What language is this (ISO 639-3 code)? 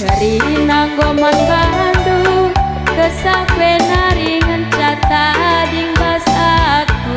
btx